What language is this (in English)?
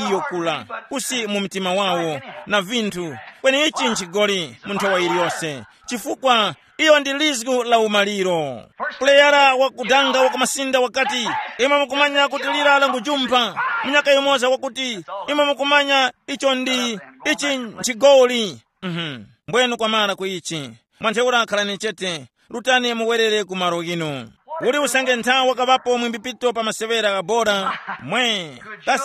Tumbuka